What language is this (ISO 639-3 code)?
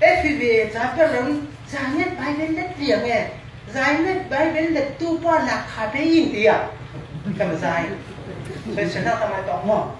cfm